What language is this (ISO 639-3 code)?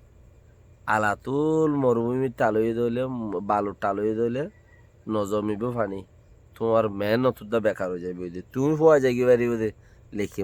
rhg